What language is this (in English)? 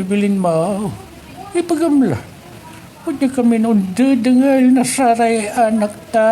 Pangasinan